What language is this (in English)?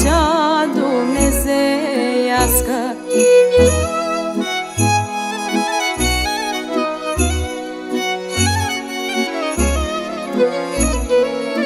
Romanian